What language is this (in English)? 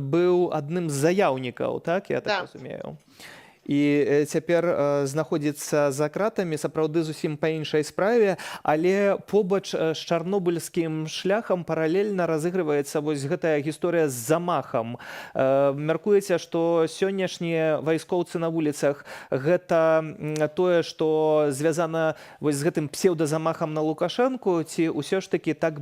Belarusian